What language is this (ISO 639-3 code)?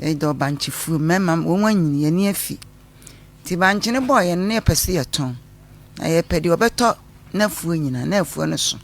aka